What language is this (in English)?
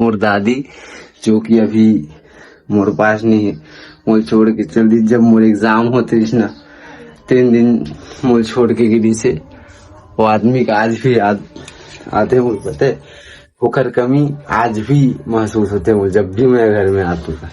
Chhattisgarhi